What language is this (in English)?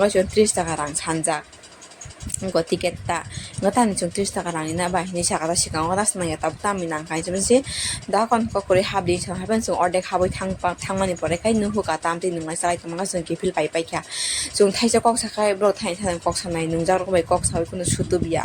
Kok Borok